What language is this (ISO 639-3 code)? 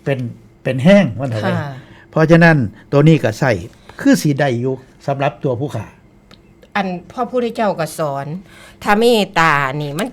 tts